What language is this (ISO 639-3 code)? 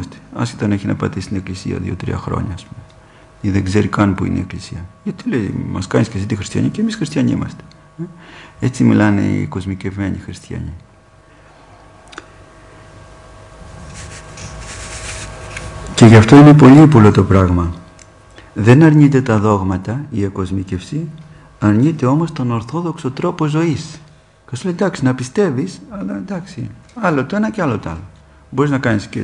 ell